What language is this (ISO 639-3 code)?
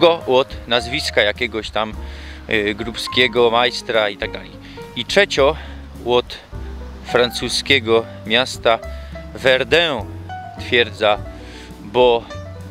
szl